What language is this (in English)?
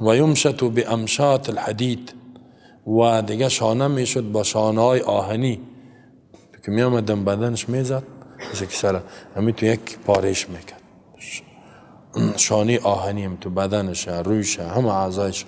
Persian